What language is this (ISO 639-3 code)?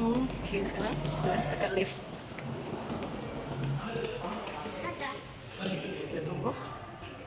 msa